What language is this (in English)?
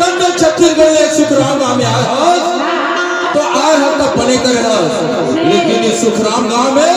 Chhattisgarhi